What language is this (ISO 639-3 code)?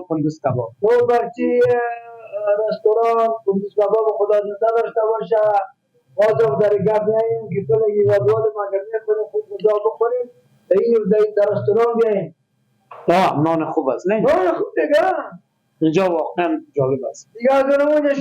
fas